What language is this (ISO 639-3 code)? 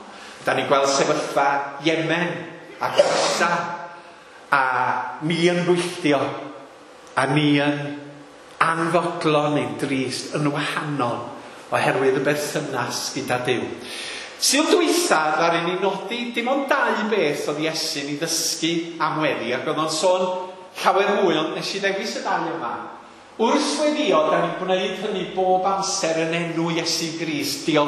cym